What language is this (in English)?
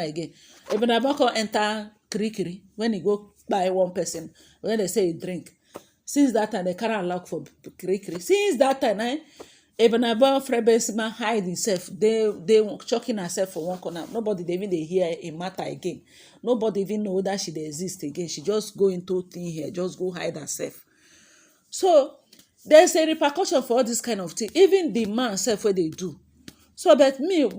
Nigerian Pidgin